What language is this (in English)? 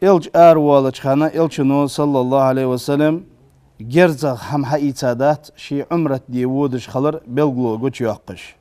Ingush